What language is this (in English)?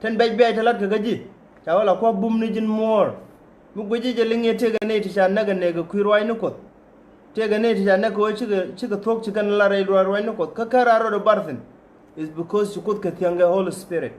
Nuer